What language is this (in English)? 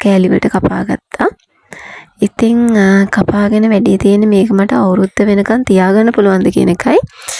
Sinhala